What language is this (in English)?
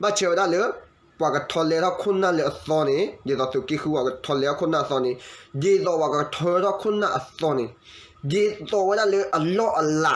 S'gaw Karen